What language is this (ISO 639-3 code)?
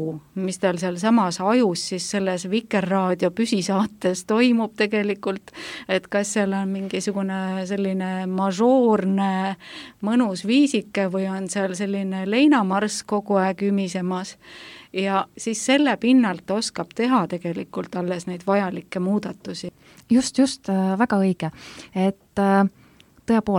est